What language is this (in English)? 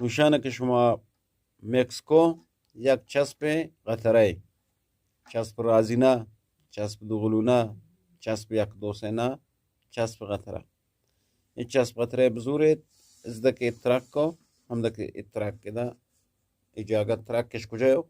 Eastern Balochi